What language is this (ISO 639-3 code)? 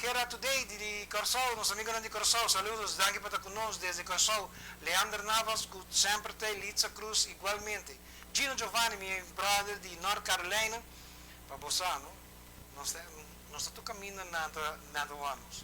pap